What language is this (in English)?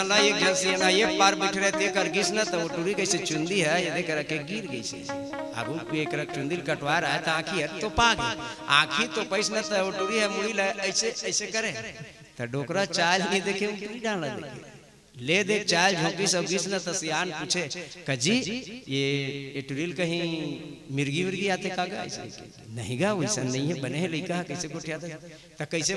Chhattisgarhi